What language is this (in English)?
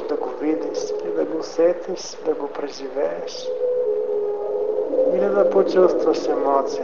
Bulgarian